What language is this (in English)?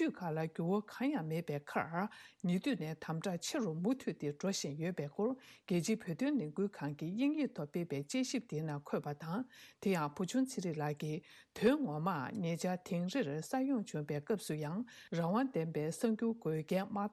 Tibetan